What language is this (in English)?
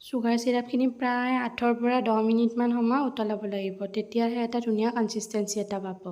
Assamese